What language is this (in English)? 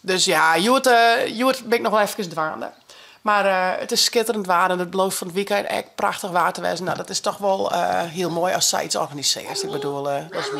Western Frisian